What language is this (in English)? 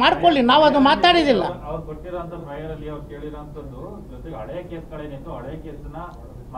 Kannada